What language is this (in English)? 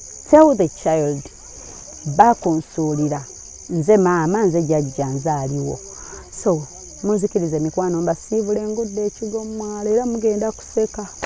Ganda